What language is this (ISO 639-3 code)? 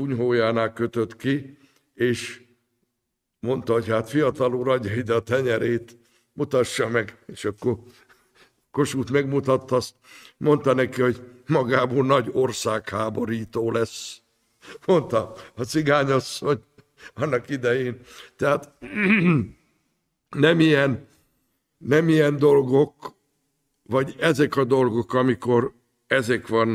hun